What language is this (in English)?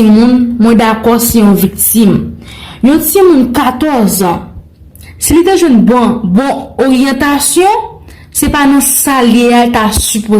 Haitian Creole